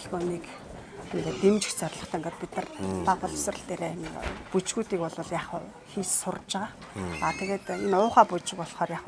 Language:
Mongolian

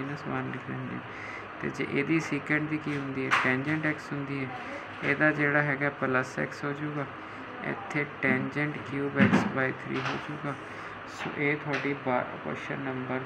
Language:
Punjabi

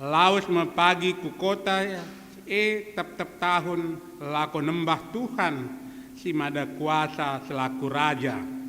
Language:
Batak Karo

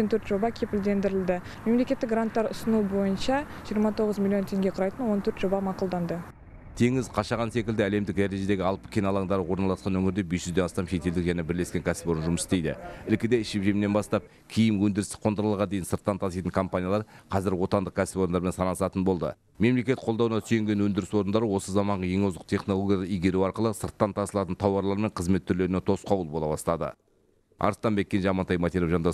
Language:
Kazakh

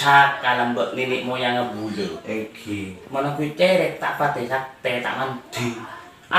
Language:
Madurese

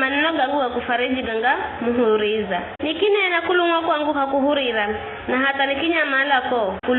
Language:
Giryama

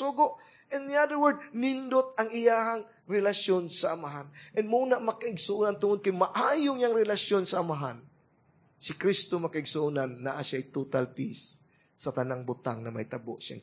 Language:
Cebuano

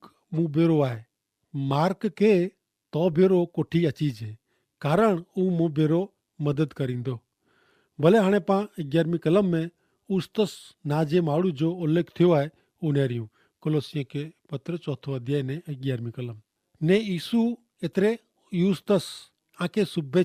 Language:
Kachhi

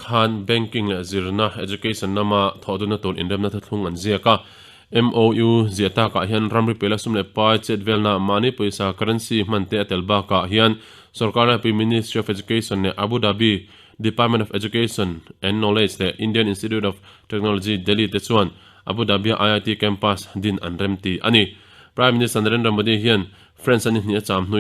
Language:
Mizo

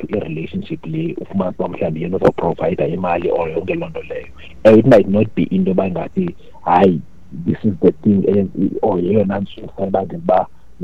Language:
Xhosa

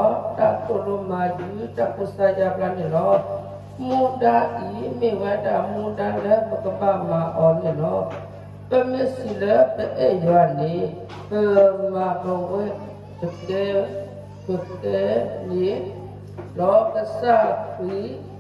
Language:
S'gaw Karen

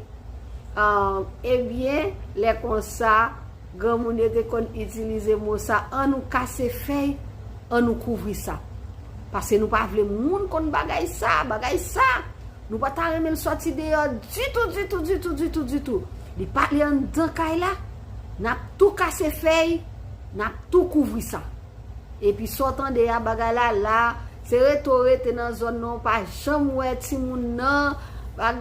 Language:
Haitian Creole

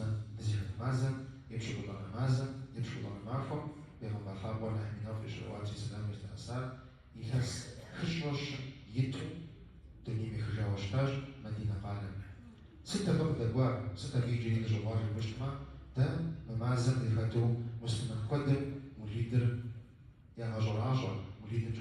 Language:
Kabardian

